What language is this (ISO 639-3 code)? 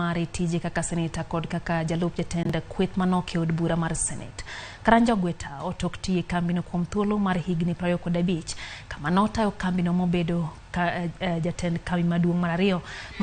luo